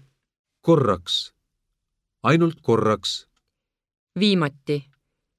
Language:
Estonian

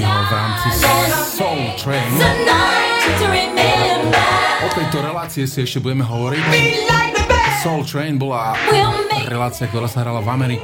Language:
Slovak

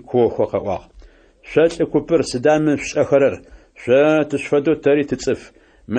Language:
Adyghe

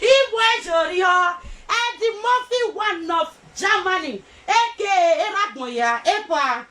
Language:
Nigerian Pidgin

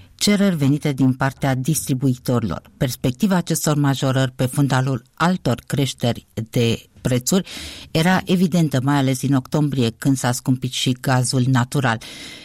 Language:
Romanian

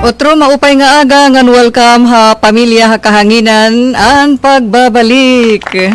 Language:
Waray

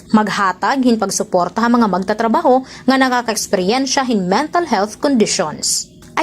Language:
Waray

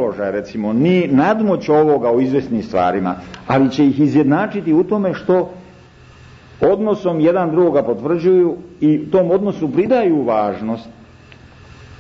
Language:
Serbian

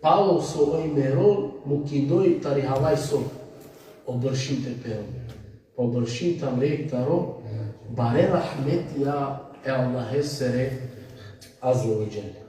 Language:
Balkan Romani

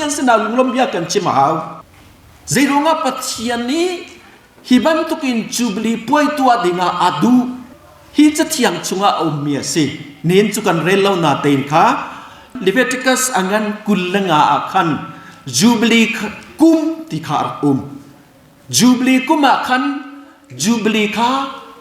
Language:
Hakha Chin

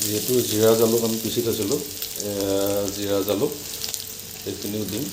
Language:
Assamese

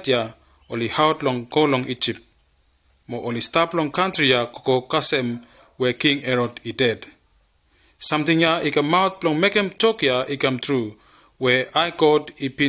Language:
Bislama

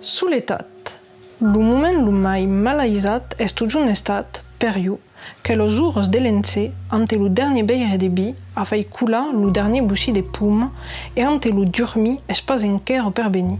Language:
Occitan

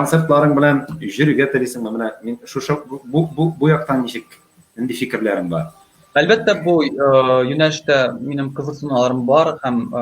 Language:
Tatar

